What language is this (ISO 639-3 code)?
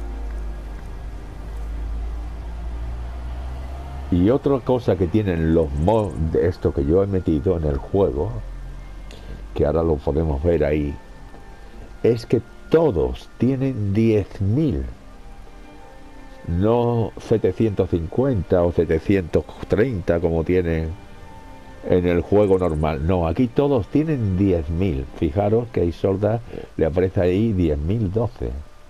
spa